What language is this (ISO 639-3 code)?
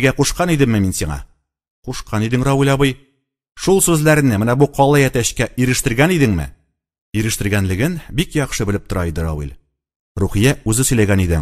tat